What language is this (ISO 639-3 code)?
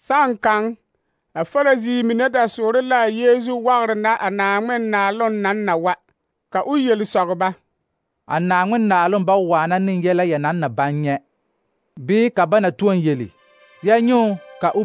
dga